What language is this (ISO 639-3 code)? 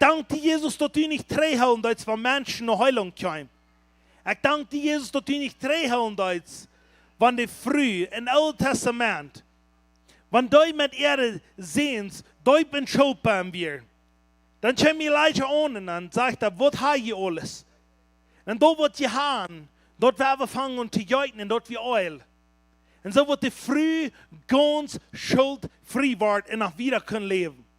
pdt